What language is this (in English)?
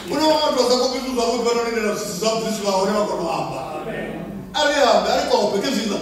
Venda